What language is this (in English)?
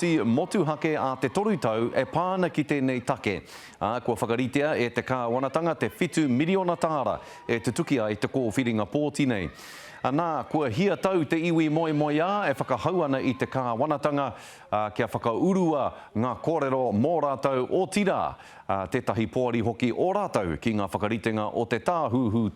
Māori